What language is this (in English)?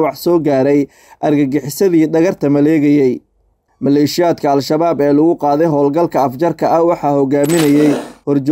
Somali